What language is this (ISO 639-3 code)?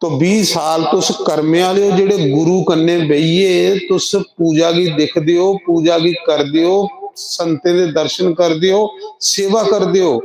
doi